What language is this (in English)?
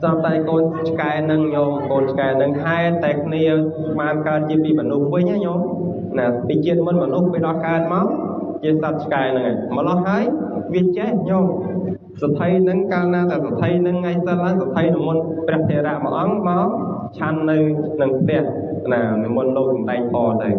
Khmer